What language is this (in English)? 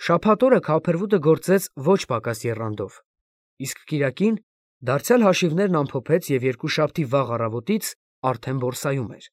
Armenian